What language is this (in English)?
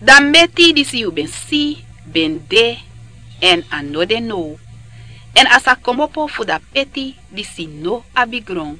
Sranan Tongo